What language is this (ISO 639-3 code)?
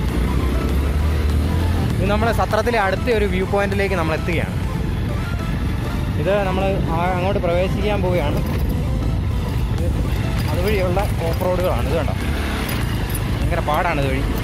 mal